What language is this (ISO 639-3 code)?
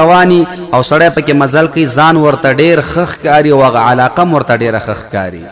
pus